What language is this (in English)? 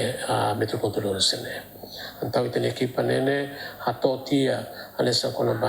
Tetum